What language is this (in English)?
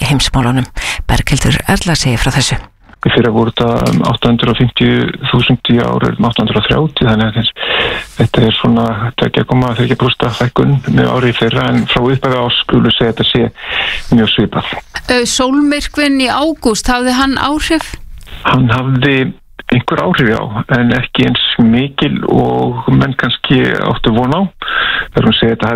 Icelandic